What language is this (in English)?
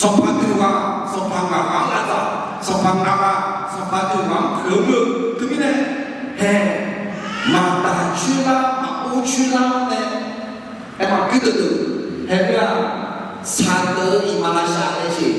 Akha